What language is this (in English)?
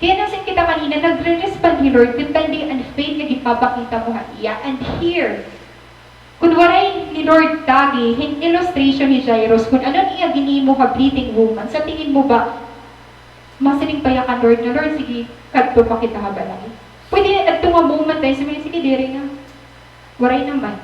Waray